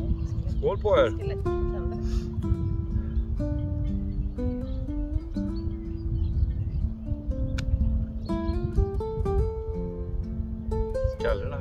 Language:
Swedish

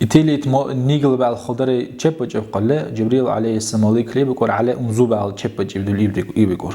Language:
Dargwa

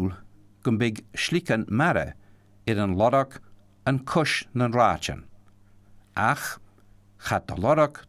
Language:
Scottish Gaelic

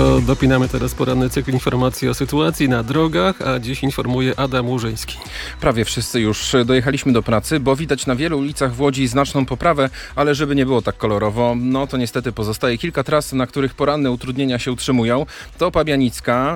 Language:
Polish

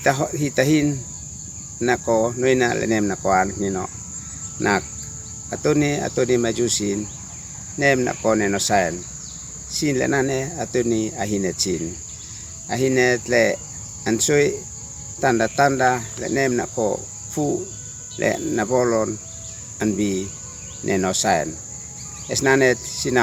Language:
Uab Meto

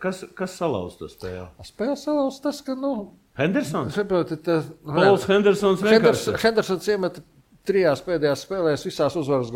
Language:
Latvian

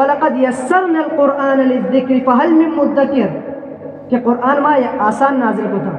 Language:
Eastern Balochi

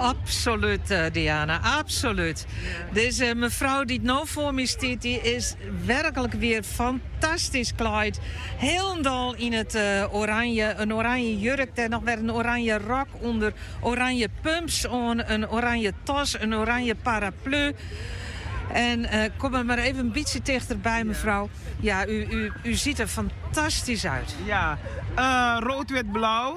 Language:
Western Frisian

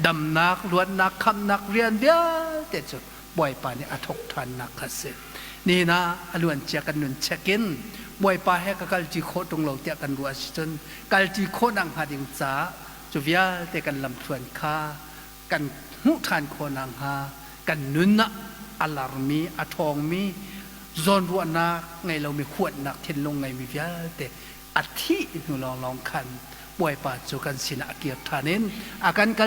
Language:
Hakha Chin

